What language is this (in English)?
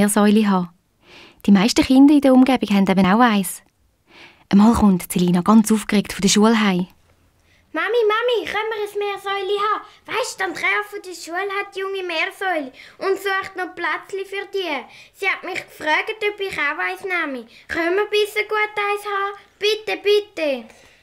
Swiss German